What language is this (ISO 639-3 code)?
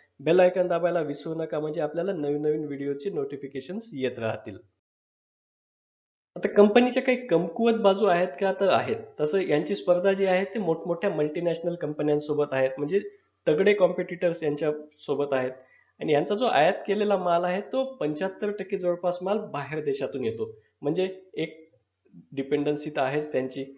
mar